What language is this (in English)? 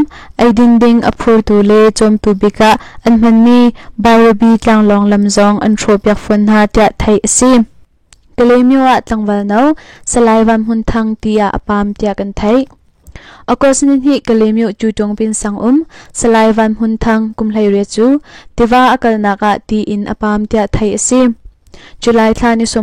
Hakha Chin